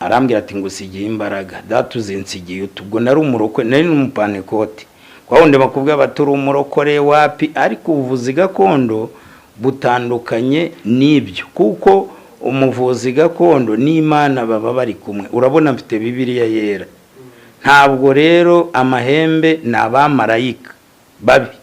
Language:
Kinyarwanda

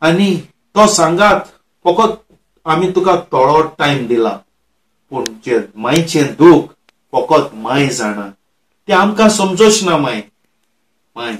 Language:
Konkani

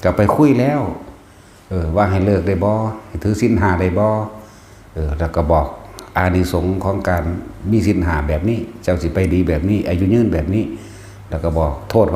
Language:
Northeastern Thai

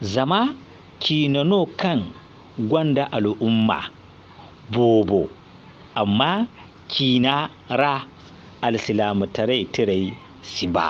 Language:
Zarma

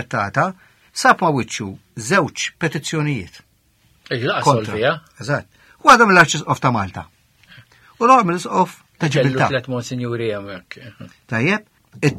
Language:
Maltese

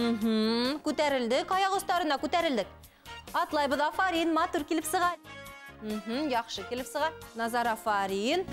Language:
Bashkir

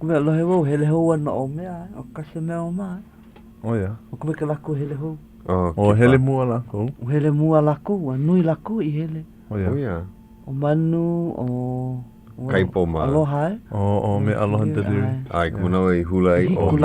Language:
Hawaiian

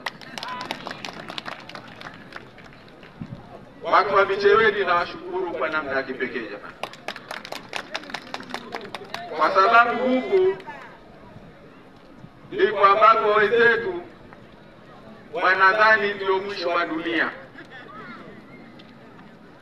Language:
Swahili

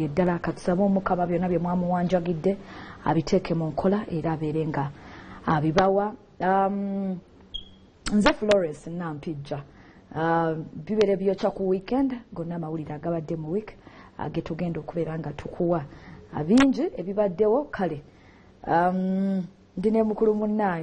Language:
Ganda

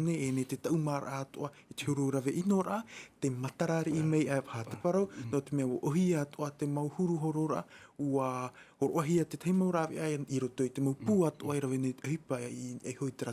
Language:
Tahitian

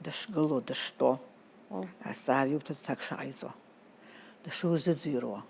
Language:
Abkhazian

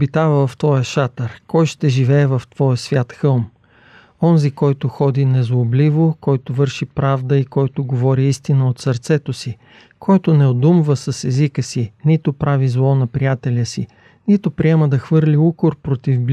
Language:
Bulgarian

